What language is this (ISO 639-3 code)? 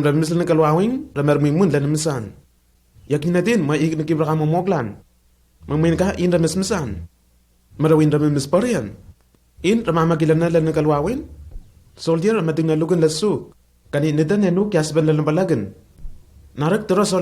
tnl